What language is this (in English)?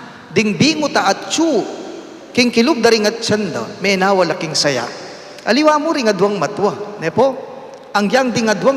Pampanga